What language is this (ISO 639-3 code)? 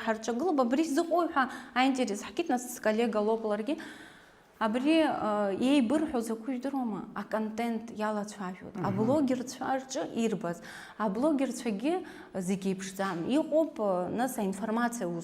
abk